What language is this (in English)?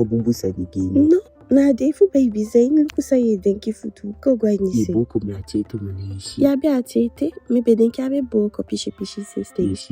Eastern Maroon Creole